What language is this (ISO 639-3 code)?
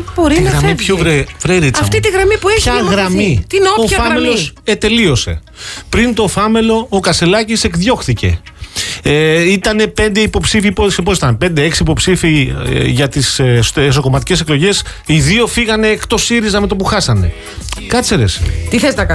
ell